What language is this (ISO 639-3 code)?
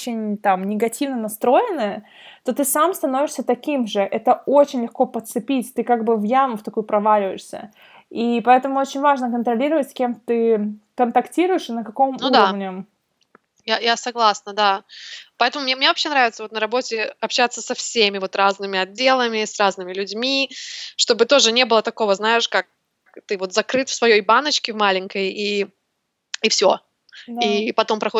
rus